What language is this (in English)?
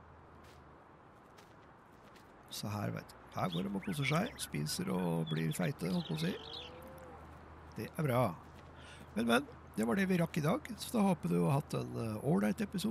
Norwegian